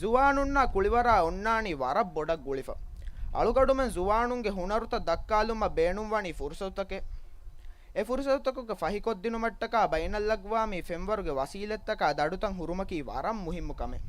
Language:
Divehi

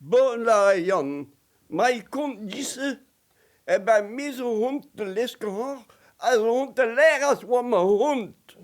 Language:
Breton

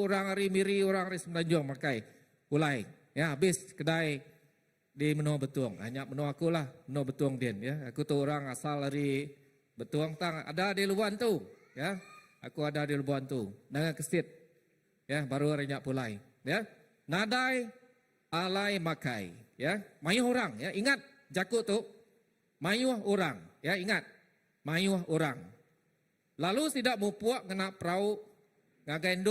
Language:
Iban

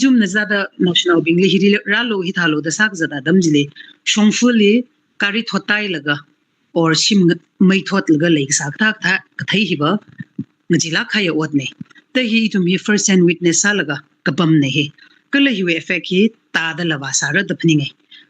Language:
Tangkhul Naga (India)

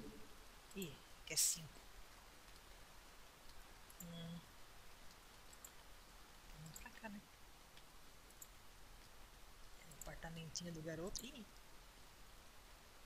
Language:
Portuguese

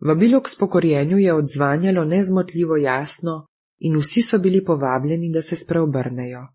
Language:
Slovenian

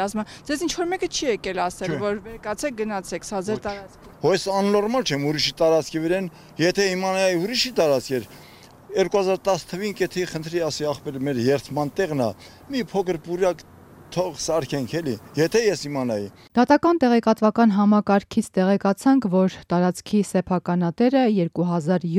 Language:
Armenian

